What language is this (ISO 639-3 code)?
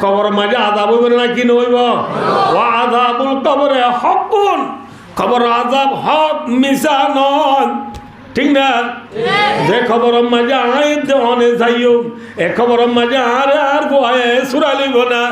rhg